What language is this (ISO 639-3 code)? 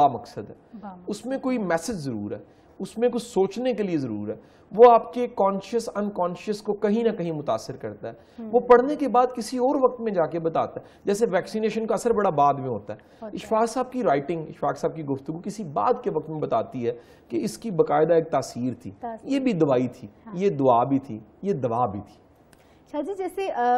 urd